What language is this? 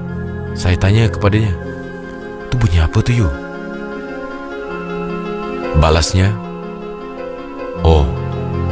Malay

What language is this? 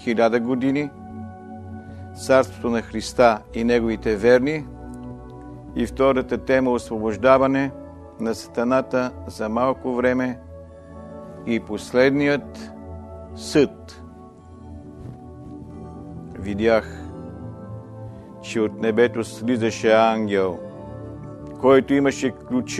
Bulgarian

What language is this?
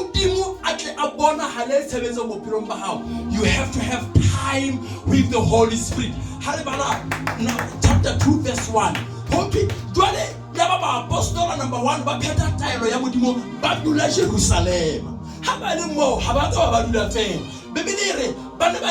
Southern Sotho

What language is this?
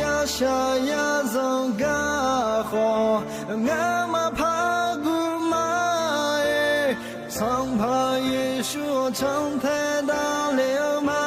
Akha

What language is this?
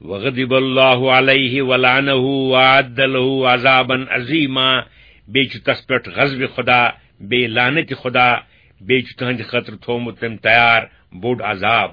Kashmiri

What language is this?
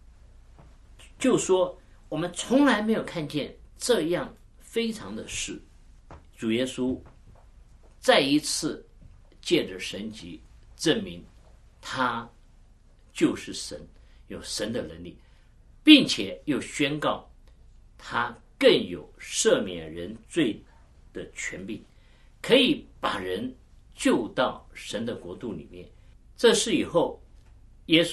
Chinese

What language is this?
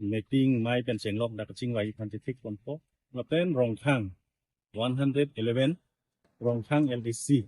Karbi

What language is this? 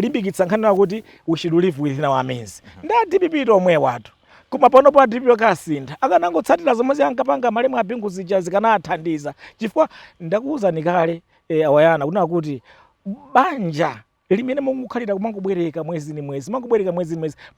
Nyanja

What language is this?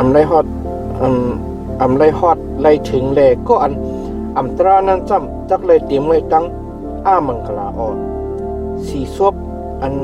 Shan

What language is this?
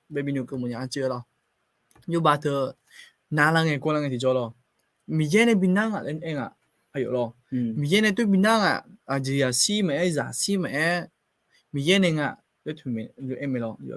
Akha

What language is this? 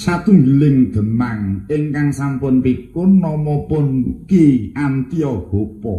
Javanese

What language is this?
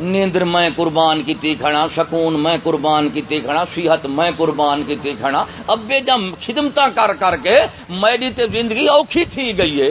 Saraiki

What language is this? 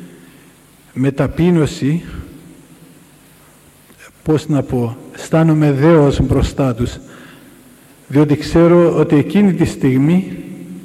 Greek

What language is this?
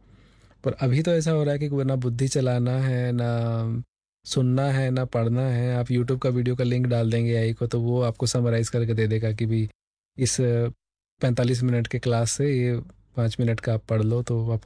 Hindi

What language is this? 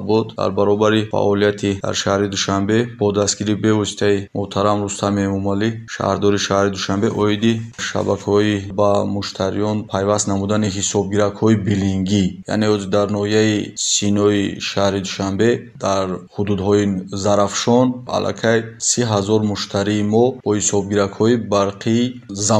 Tajik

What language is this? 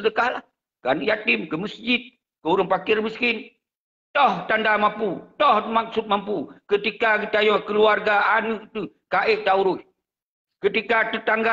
Achinese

